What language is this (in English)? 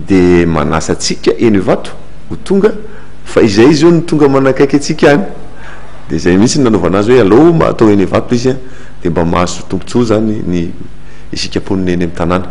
Malagasy